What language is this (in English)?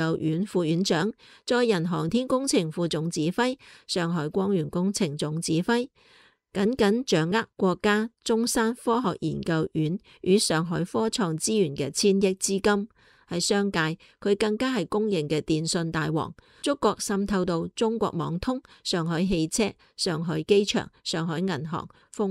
Cantonese